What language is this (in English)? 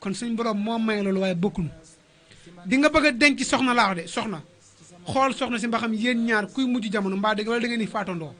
Wolof